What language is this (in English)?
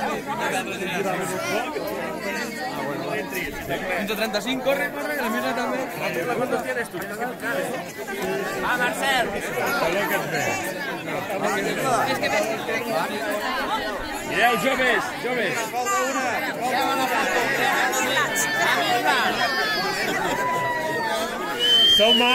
Catalan